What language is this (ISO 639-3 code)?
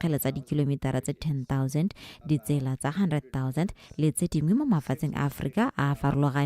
tsn